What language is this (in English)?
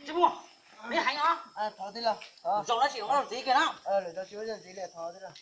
Hmong